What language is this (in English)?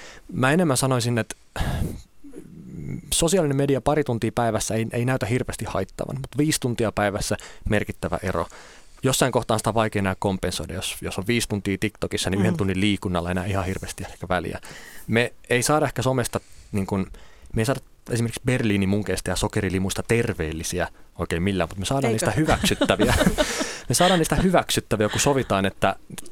Finnish